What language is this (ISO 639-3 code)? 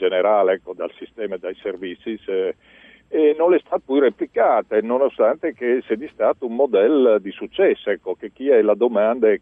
fur